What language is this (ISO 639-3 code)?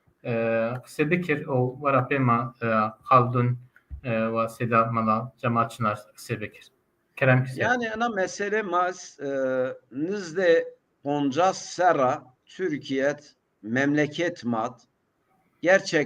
zza